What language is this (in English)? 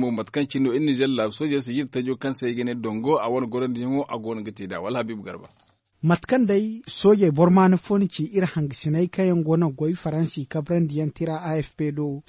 Zarma